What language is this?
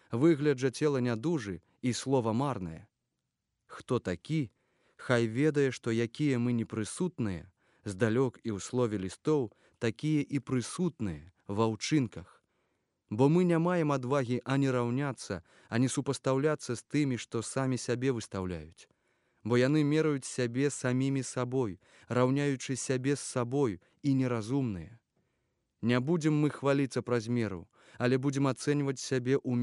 Belarusian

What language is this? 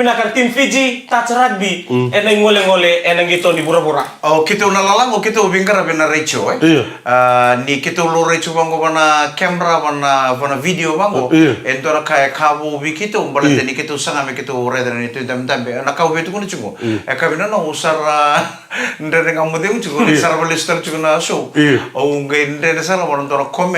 Fijian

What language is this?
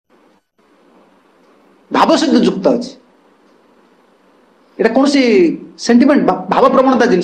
Odia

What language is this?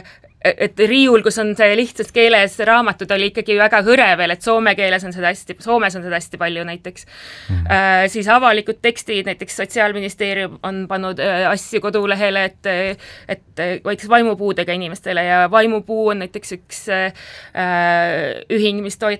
Estonian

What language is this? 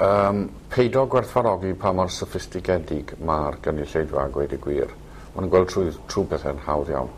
Welsh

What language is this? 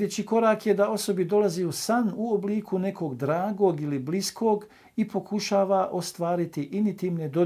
Bosnian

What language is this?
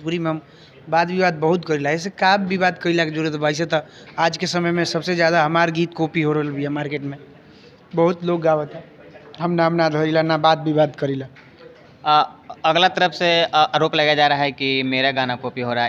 Bhojpuri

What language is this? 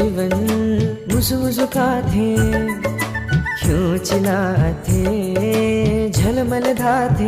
Newari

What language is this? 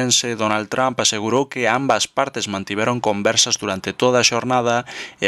Galician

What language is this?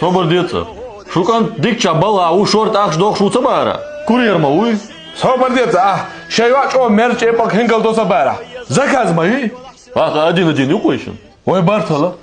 Chechen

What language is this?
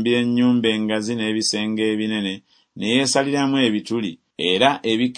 Ganda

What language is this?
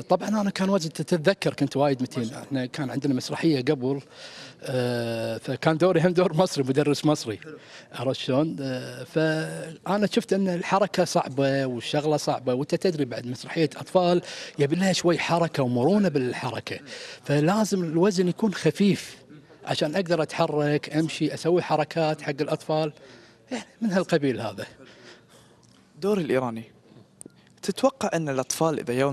Gulf Arabic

